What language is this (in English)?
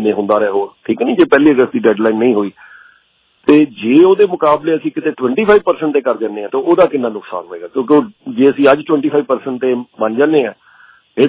Punjabi